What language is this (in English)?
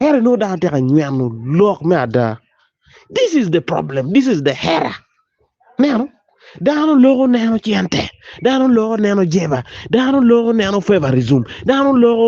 Acoli